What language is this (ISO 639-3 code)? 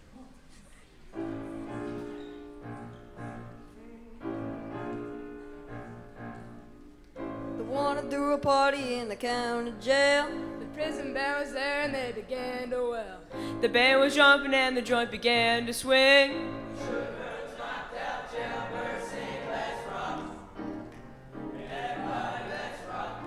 eng